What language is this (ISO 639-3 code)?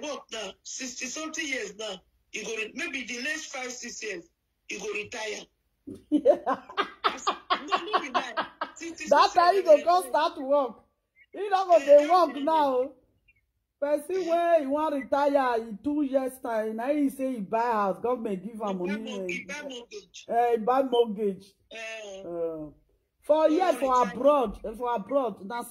pcm